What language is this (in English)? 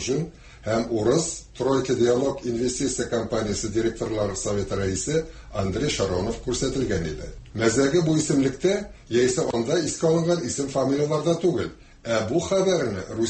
Tatar